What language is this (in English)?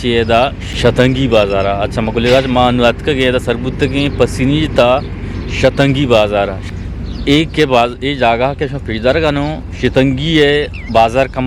Eastern Balochi